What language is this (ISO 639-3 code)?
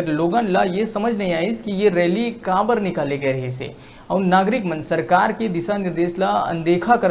hne